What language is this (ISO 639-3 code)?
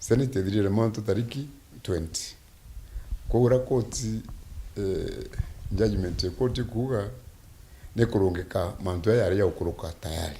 mer